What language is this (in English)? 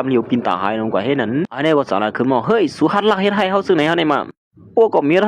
Shan